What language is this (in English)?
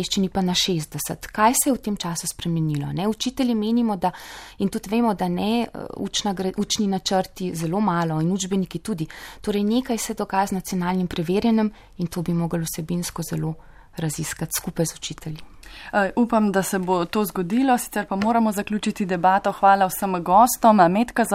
Slovenian